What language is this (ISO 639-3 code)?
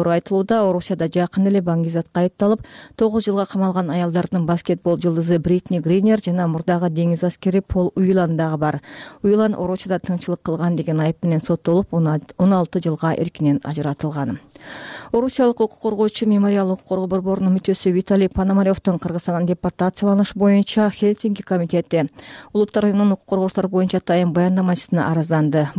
kir